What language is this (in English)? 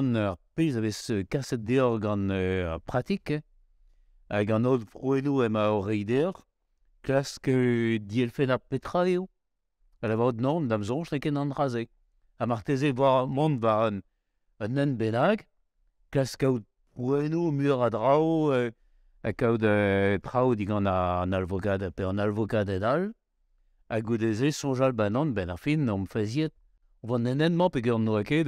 Breton